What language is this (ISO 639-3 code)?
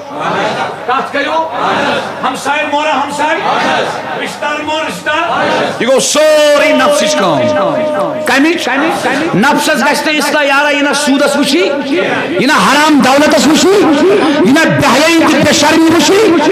kas